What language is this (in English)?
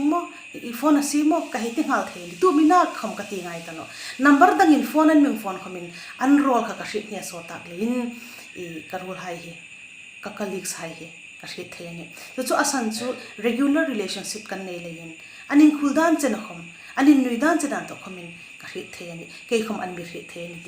Hmar